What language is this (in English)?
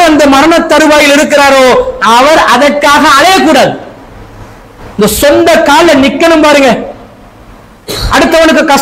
Tamil